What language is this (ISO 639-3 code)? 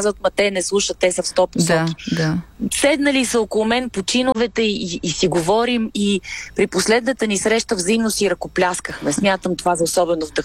bul